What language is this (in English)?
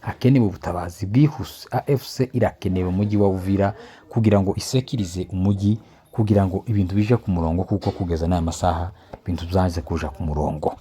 Kinyarwanda